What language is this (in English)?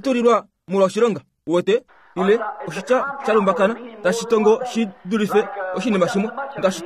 Kuanyama